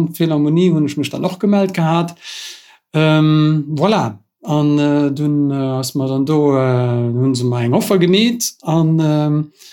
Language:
Luxembourgish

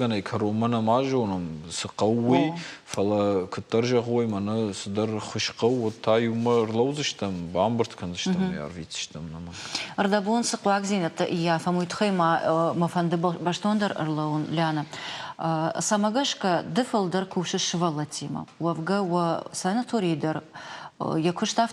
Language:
Ossetic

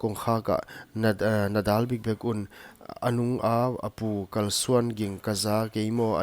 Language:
Paite Chin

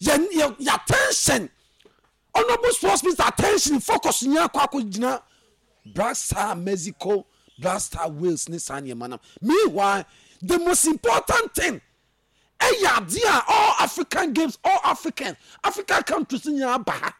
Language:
Akan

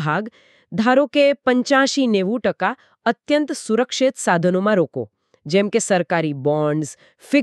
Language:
Gujarati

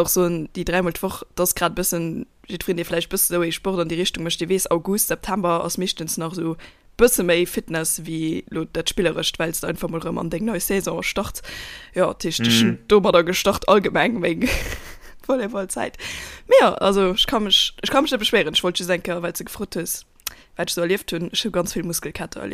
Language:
Luxembourgish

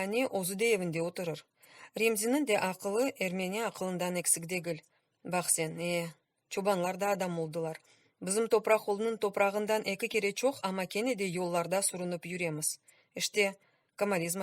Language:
Crimean Tatar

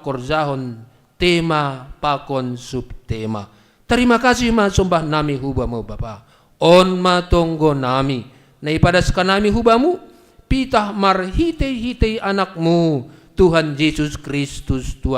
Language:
Batak Simalungun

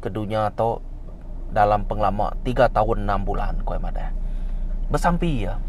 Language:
Iban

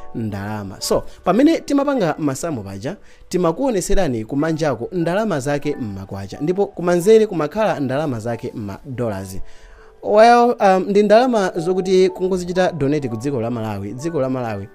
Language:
Nyanja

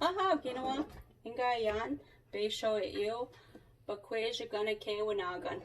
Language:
Chippewa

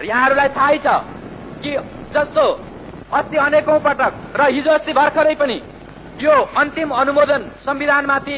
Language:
Nepali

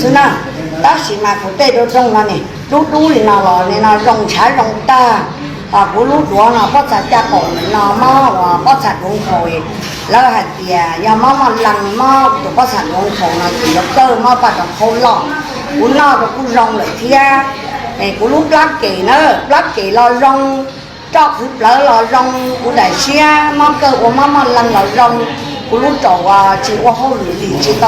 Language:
Hmong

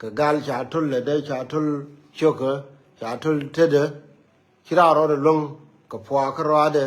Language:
Nuer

